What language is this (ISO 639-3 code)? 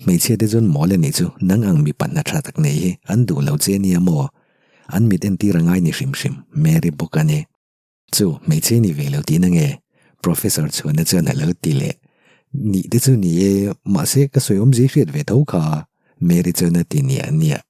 lus